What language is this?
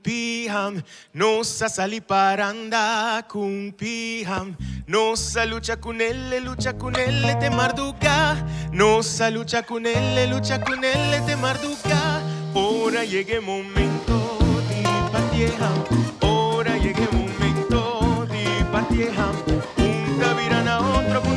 Papiamento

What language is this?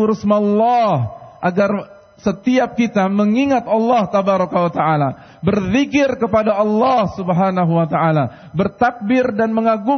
Indonesian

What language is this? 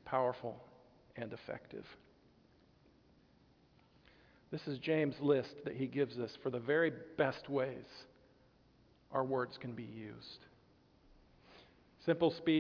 English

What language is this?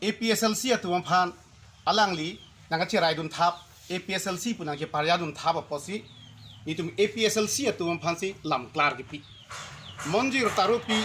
Karbi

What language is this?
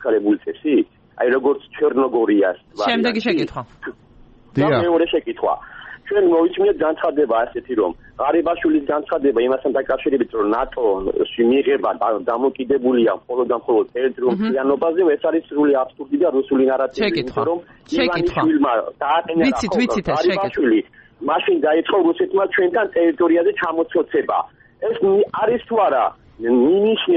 Georgian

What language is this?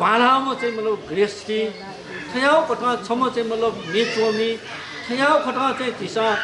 Newari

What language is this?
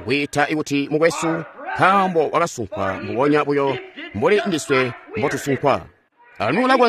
Tonga (Zambia)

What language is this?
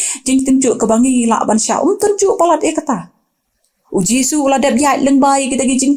Khasi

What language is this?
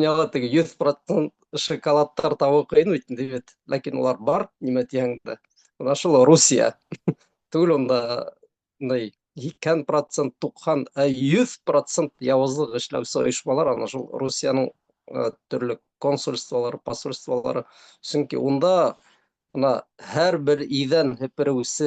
Bashkir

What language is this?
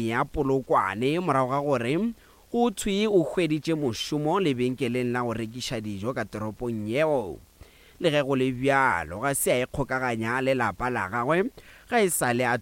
Northern Sotho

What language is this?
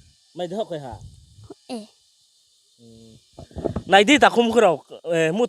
Riang (India)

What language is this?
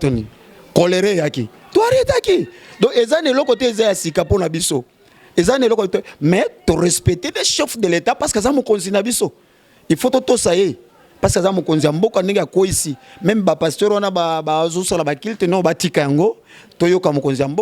Lingala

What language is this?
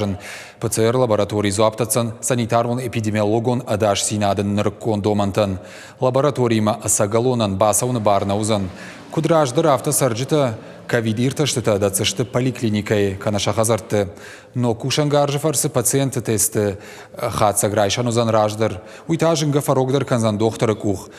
Ossetic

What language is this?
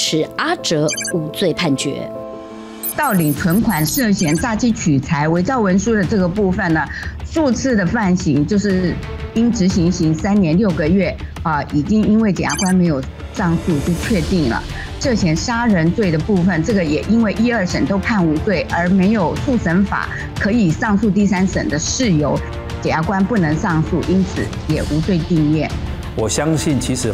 Chinese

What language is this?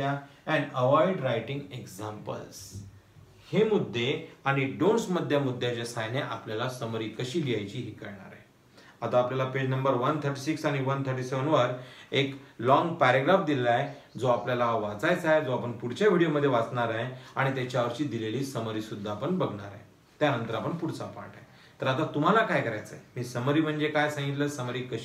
Marathi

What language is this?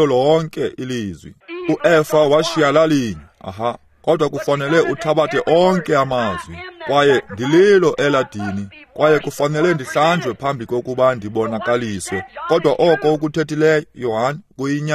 Xhosa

